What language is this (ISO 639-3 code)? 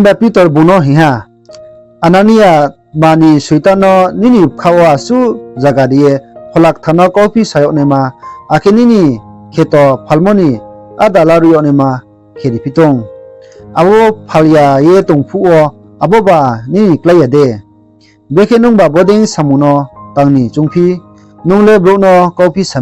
ria